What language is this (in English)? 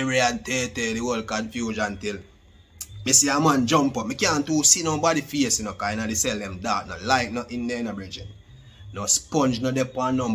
Jamaican Creole English